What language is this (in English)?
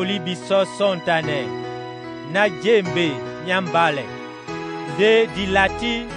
Duala